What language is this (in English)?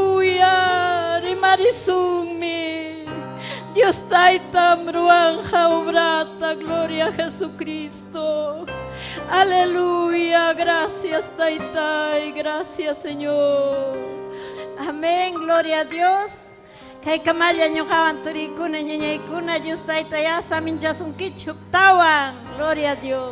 Ayacucho Quechua